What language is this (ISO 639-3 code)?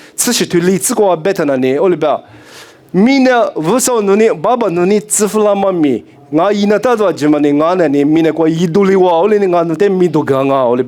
lis